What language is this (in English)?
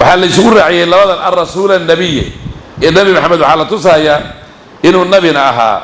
Somali